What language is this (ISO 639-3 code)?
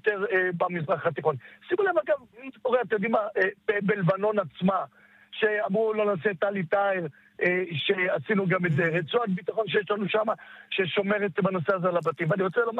heb